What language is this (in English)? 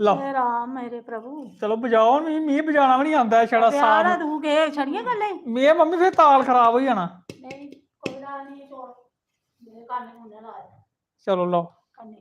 Dogri